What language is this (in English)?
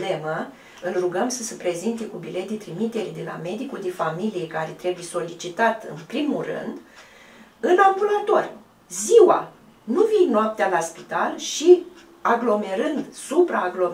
Romanian